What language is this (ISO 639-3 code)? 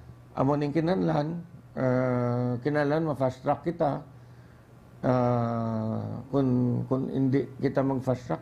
hil